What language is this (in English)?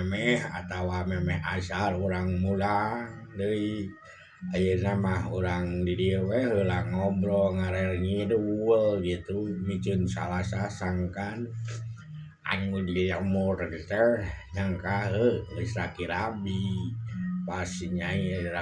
Sundanese